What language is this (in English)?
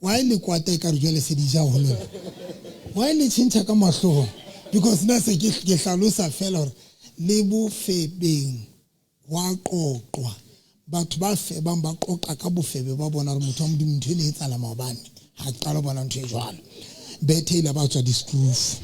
Southern Sotho